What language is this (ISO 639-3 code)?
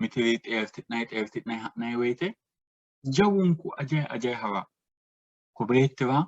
sid